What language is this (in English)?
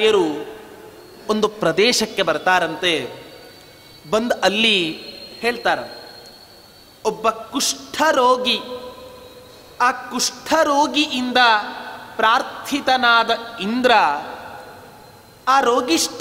Kannada